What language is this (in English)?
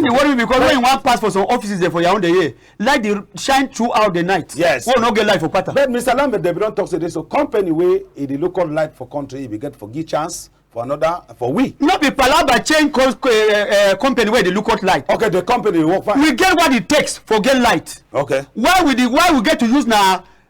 Cameroon Pidgin